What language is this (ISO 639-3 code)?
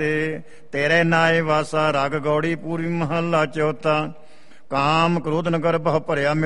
pan